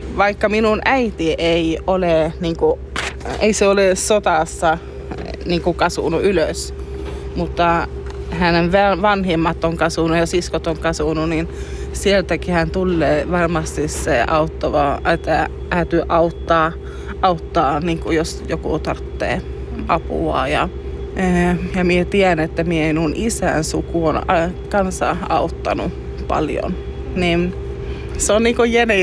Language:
Finnish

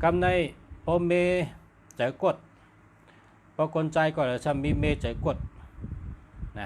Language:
Shan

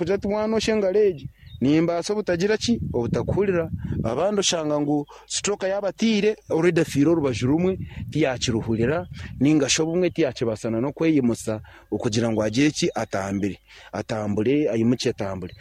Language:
Nyankole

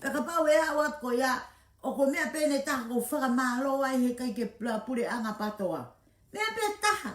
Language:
Tongan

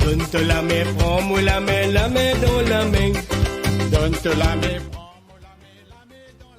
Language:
Morisyen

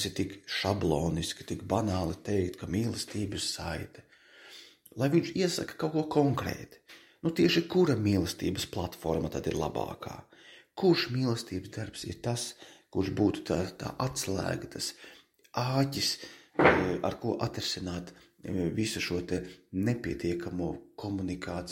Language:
Latvian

